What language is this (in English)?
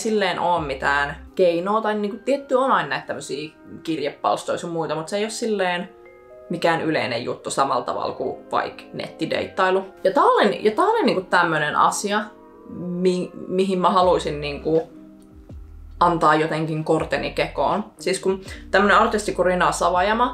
Finnish